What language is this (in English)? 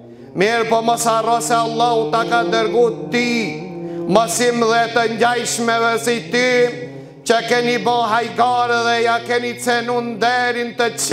Albanian